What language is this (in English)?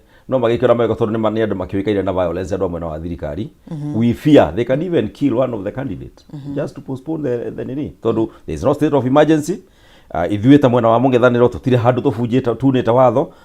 Kikuyu